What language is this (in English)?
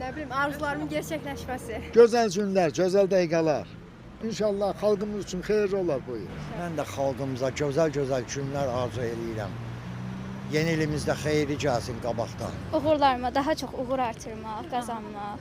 Azerbaijani